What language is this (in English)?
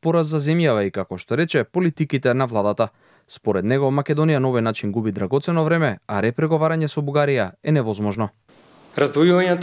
Macedonian